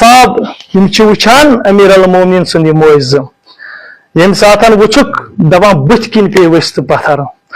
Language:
Kashmiri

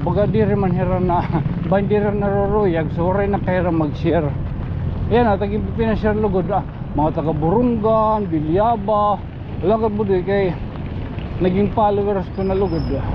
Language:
Waray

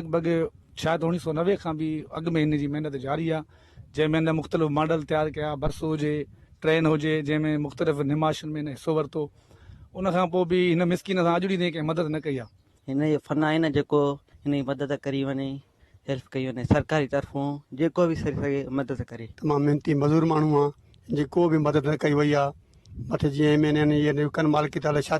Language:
Sindhi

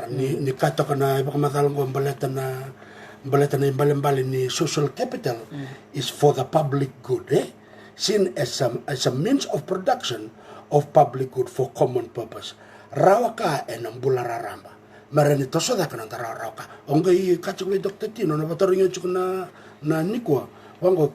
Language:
Fijian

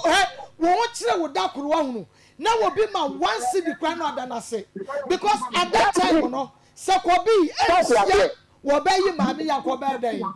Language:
Akan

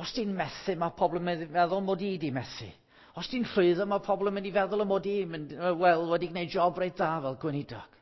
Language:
Welsh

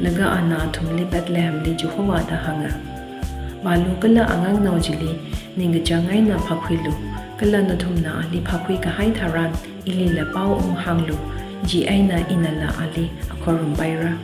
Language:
Tangkhul Naga (India)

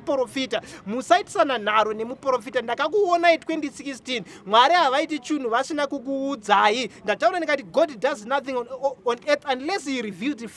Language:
Shona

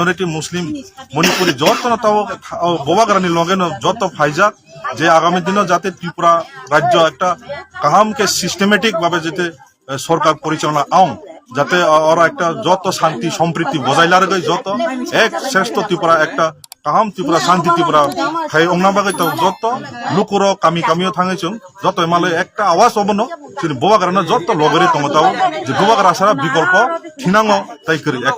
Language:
Kok Borok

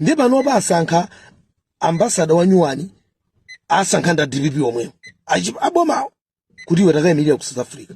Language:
Nyanja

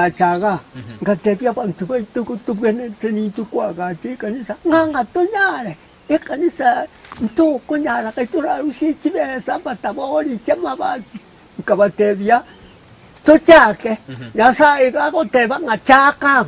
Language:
Gusii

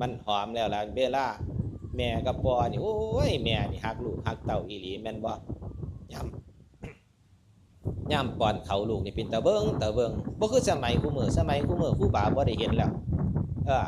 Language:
Northeastern Thai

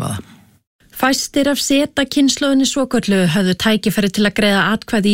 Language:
Icelandic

